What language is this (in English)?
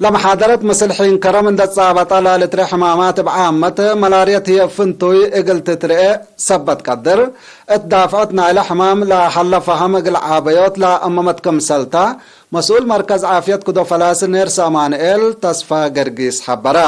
Tigre